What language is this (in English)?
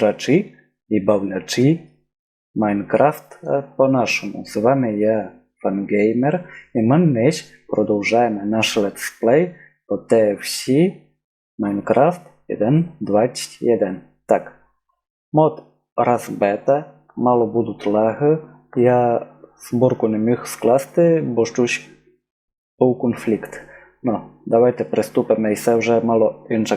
Rusyn